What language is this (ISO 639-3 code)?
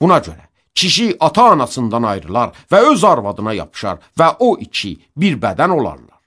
aze